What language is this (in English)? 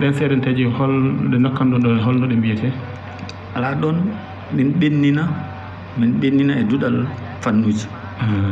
Fula